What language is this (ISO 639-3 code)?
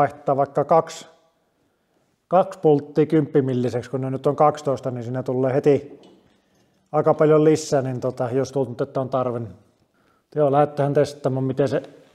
fin